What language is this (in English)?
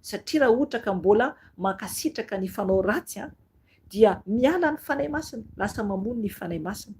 Malagasy